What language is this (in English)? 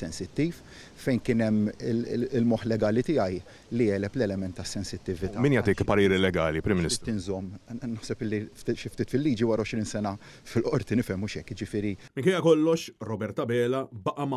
Maltese